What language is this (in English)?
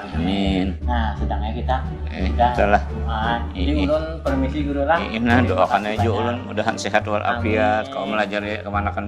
Banjar